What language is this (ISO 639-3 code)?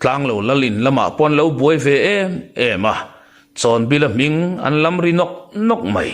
lus